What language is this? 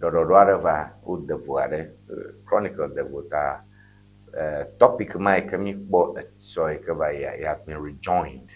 Ewe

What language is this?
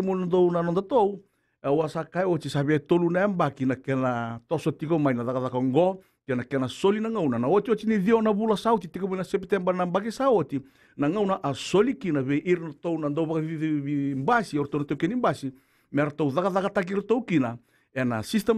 Fijian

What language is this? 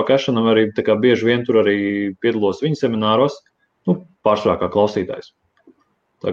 Latvian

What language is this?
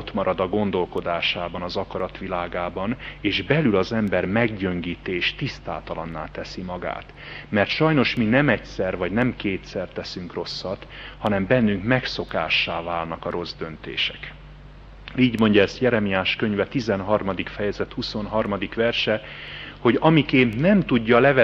Hungarian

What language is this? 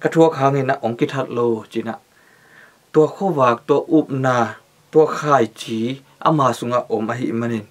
Tedim Chin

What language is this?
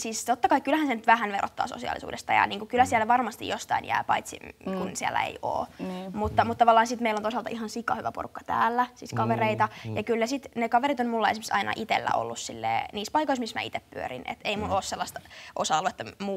Finnish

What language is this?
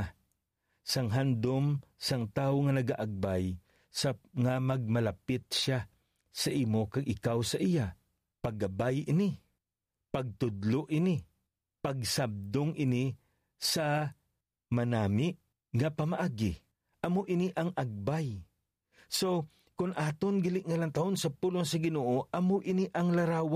Hiligaynon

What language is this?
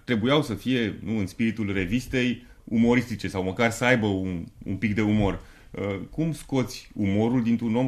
Romanian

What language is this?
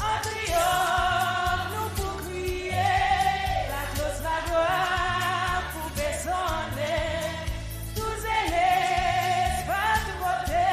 Seselwa Creole French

